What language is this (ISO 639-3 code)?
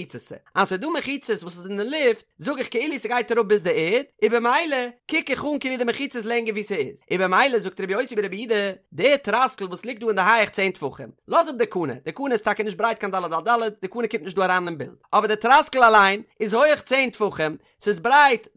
yid